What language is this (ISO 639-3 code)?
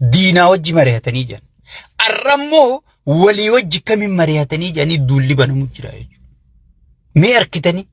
orm